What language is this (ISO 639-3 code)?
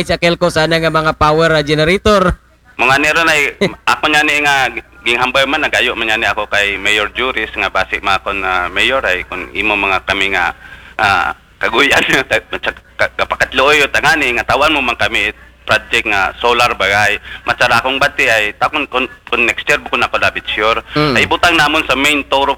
akl